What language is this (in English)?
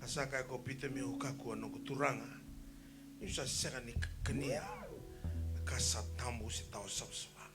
Fijian